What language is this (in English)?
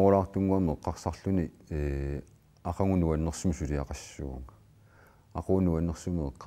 Kalaallisut